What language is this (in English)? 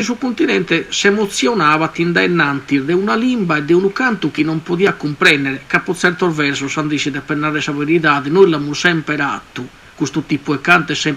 Sardinian